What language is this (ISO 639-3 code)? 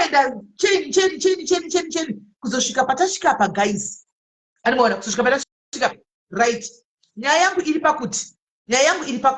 sna